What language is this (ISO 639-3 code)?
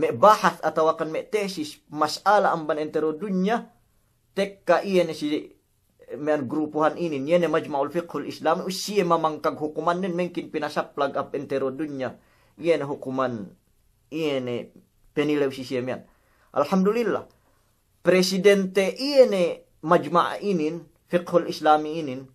yka